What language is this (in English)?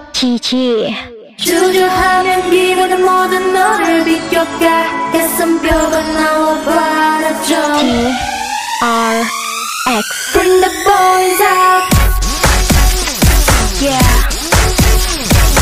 Korean